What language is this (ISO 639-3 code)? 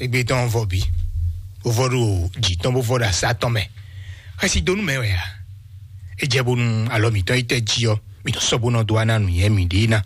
fon